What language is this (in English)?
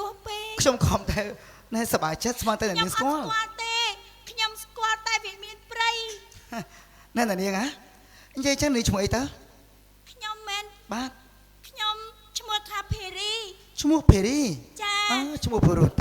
Khmer